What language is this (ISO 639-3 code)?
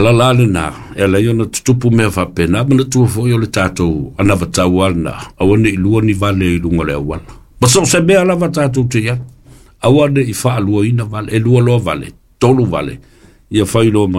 smo